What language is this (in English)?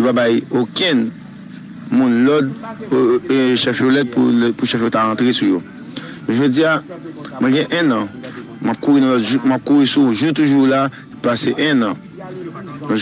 Haitian Creole